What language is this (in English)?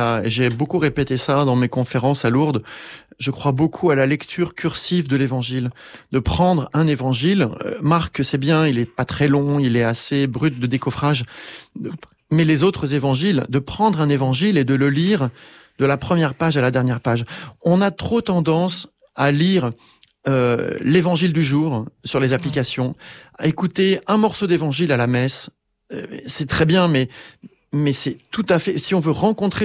French